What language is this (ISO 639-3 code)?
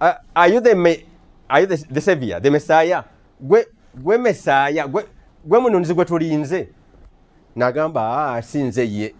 lug